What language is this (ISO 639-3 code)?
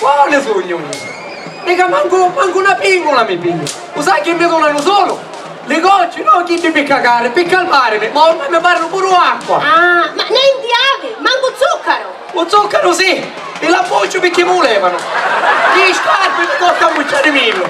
scn